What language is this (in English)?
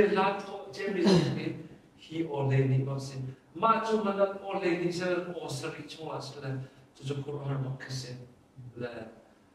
Hakha Chin